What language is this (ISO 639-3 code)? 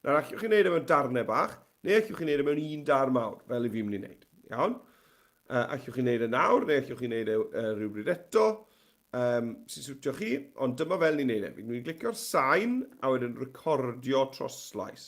cym